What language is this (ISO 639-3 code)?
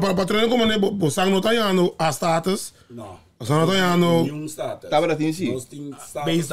pap